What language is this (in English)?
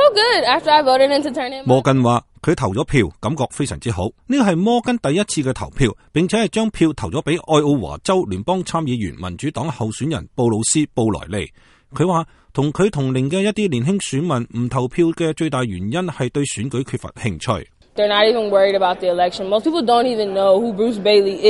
Cantonese